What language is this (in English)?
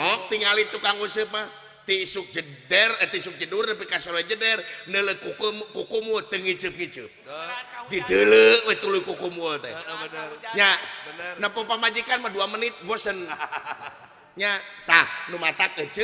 Sundanese